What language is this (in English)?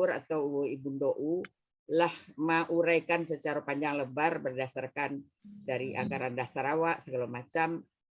Minangkabau